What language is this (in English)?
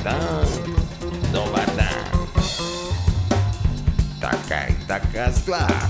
Serbian